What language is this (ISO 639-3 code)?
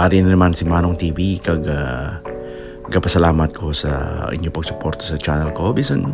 hil